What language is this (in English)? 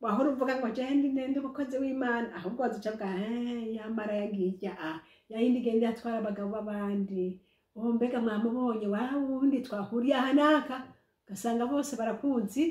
Rundi